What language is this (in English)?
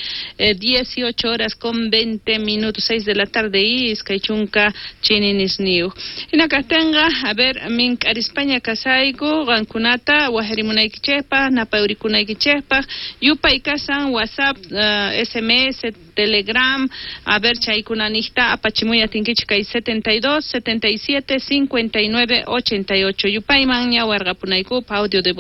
South Bolivian Quechua